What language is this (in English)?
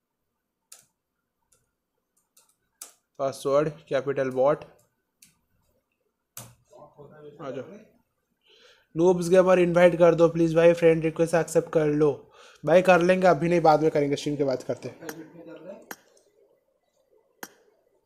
Hindi